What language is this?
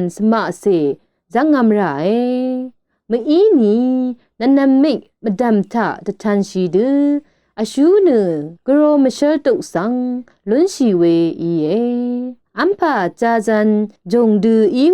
Rawang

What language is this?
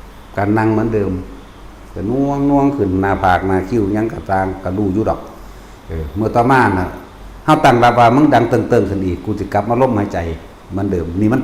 Northeastern Thai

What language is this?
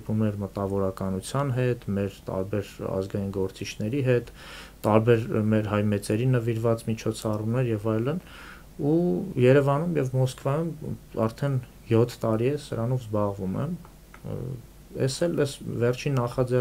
Armenian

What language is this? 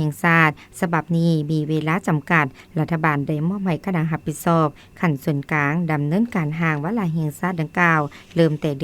Lao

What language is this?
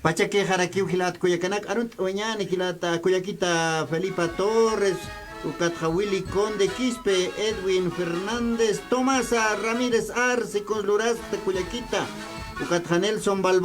Aymara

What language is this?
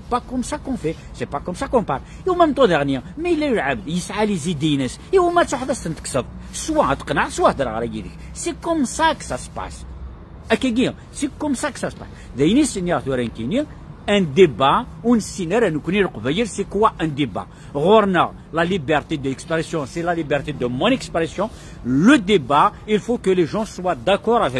Kabyle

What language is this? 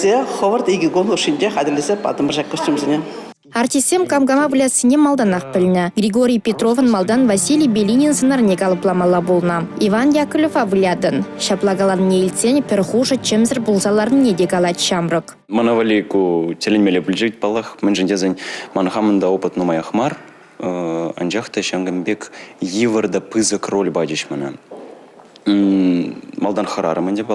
Chuvash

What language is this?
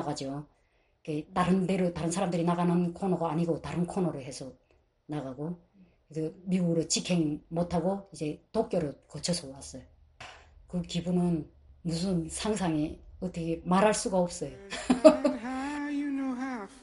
Korean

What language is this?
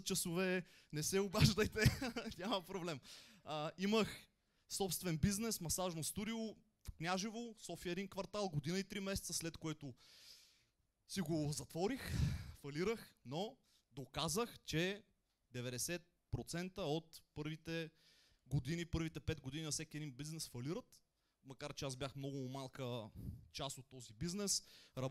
Bulgarian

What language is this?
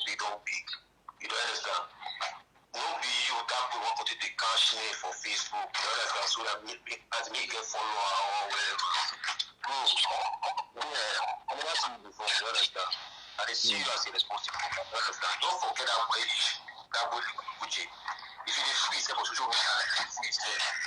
Nigerian Pidgin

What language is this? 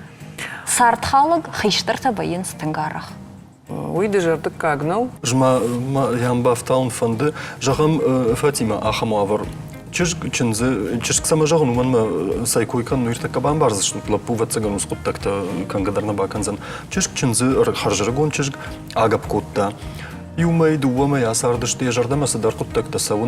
Ossetic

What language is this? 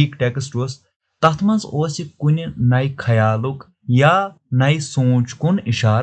Kashmiri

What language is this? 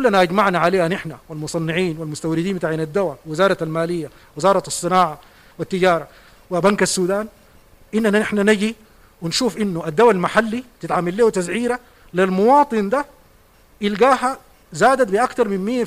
Sudanese Arabic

